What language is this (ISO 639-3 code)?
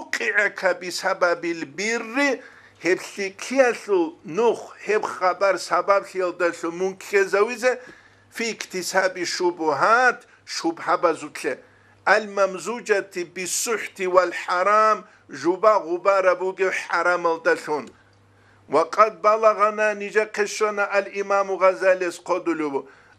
ava